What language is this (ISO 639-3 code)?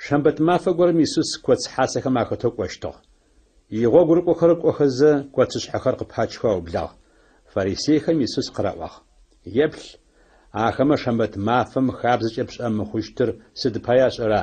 ady